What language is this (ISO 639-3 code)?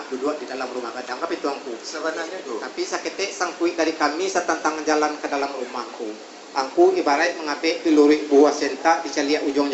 min